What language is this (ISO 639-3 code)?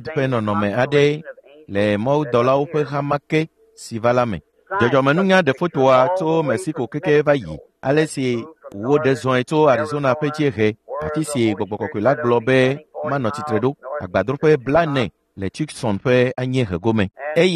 ewe